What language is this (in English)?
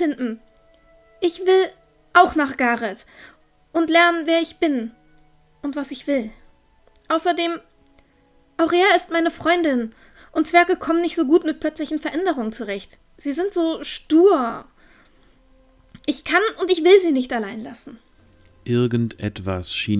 German